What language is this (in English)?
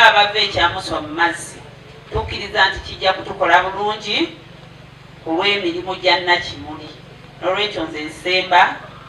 Ganda